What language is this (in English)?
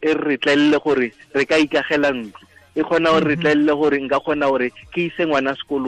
Tswana